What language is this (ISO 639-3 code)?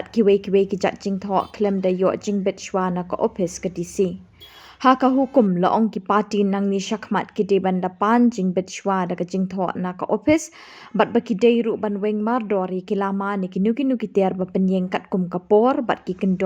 kha